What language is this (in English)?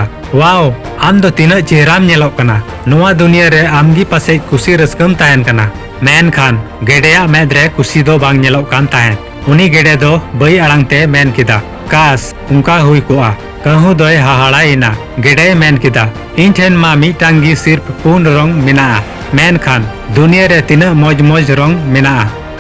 Santali